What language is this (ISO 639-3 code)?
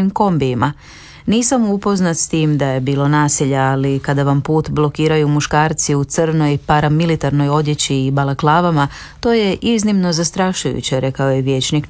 hrv